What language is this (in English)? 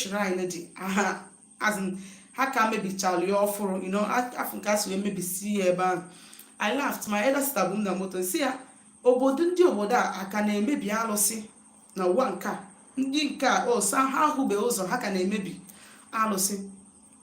Igbo